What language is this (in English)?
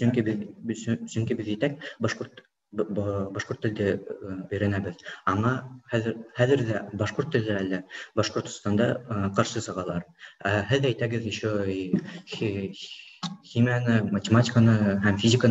Bashkir